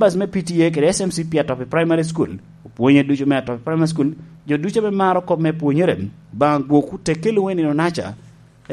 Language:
Lango (Uganda)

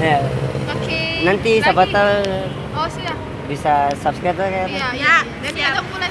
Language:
Ambonese Malay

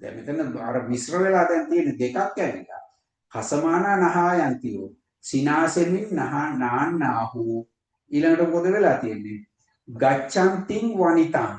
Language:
Sinhala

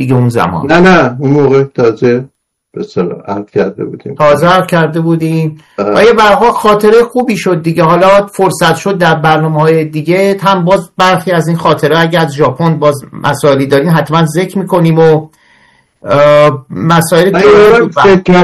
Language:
Persian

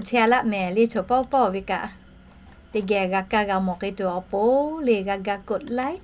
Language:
Lahu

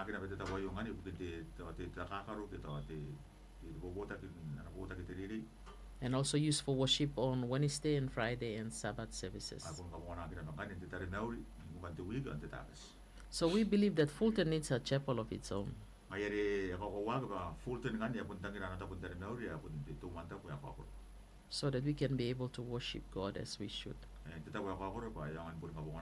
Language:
Gilbertese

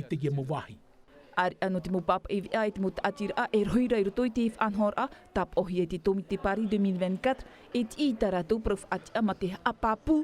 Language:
Tahitian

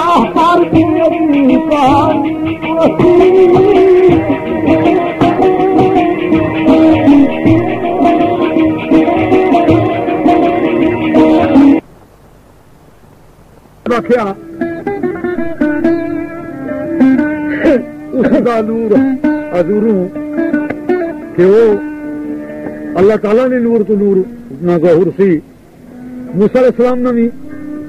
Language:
Urdu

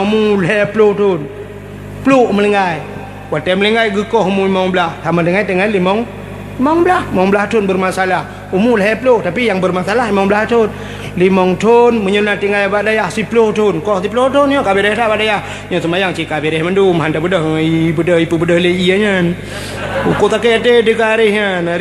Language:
Achinese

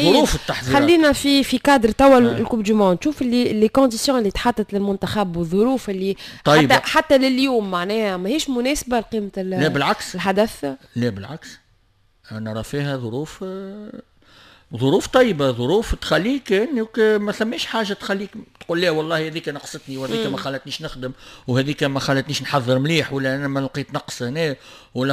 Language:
Tunisian Arabic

